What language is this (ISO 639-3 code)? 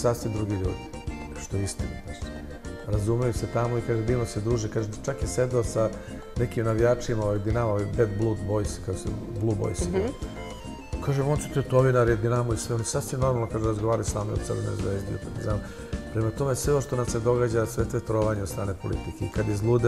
srp